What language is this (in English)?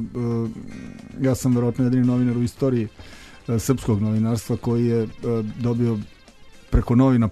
Serbian